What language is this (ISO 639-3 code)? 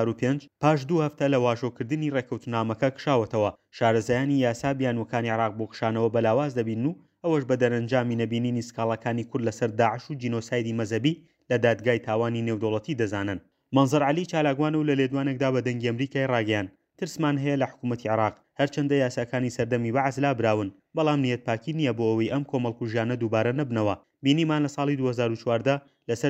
ckb